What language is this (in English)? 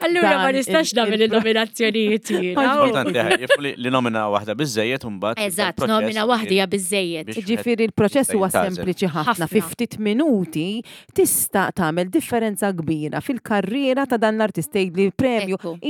Maltese